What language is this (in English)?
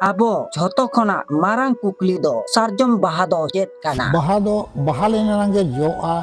Santali